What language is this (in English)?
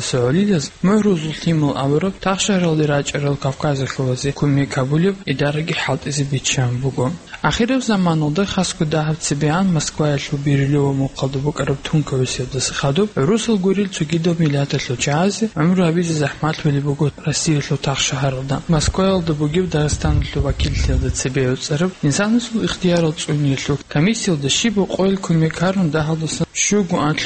Avaric